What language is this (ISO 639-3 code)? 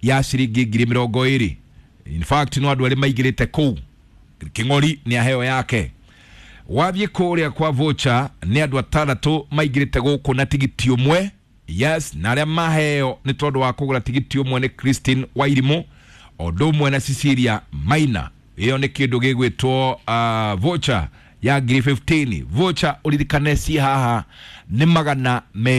kik